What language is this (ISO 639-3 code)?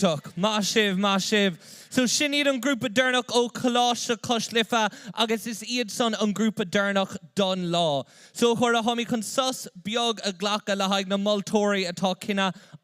gle